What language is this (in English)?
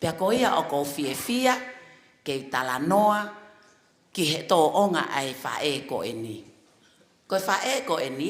Tongan